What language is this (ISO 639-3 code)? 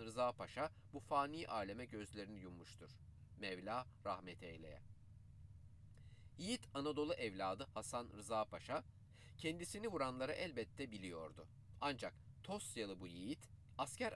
tur